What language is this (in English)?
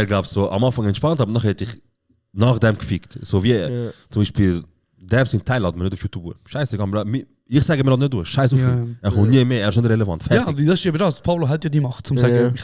Swiss German